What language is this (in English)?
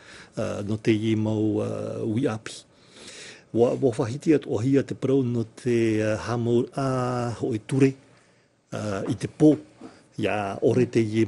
Tahitian